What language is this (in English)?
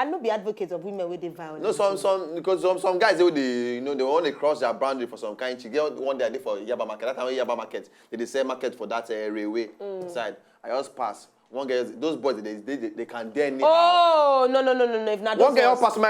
Nigerian Pidgin